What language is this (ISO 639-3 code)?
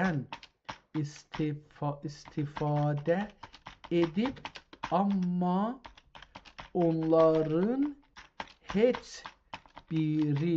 azb